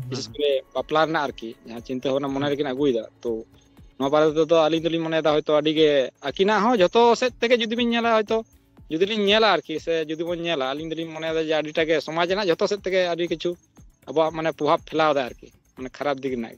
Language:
Santali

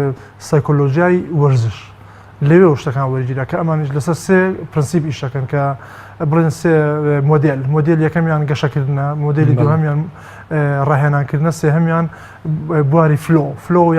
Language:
Central Kurdish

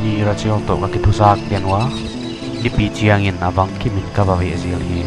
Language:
Paite Chin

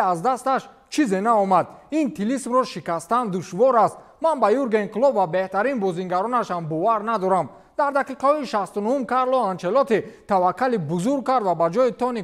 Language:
Tajik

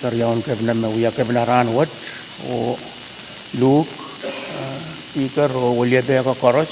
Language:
Pohnpeian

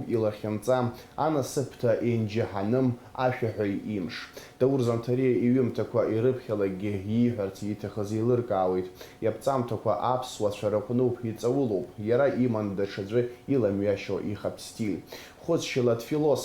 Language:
Abkhazian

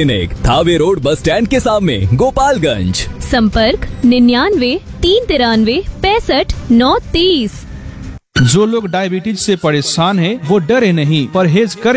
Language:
Hindi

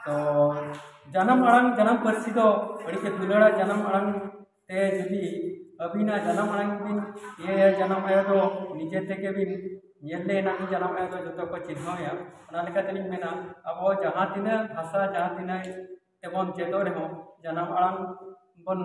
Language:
Santali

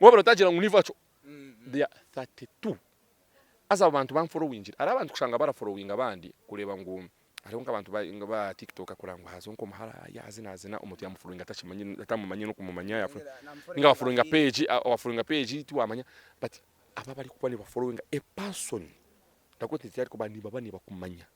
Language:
Nyankole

